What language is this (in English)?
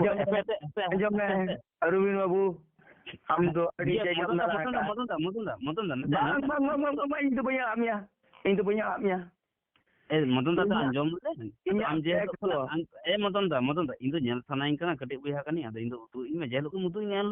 Santali